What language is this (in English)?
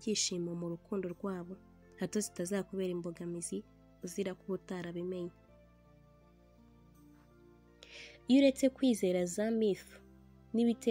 Kinyarwanda